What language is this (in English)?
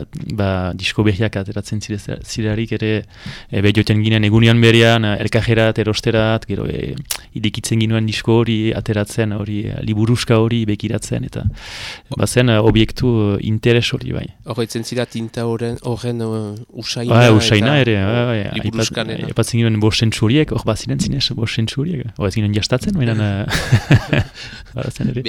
Basque